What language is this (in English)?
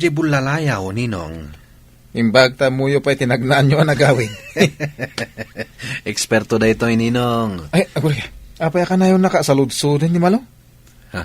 Iloko